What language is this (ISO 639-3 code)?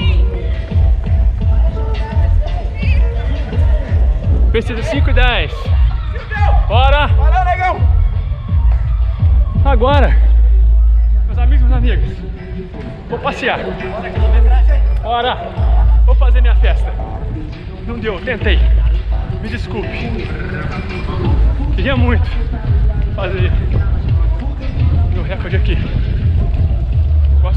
por